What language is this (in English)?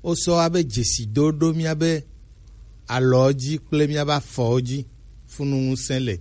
Gen